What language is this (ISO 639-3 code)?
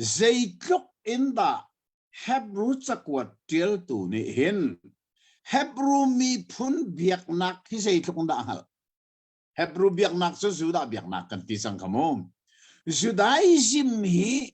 cnh